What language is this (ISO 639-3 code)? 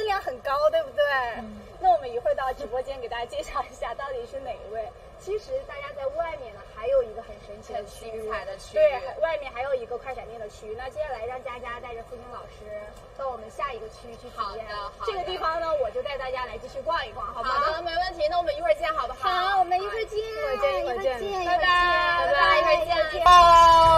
zho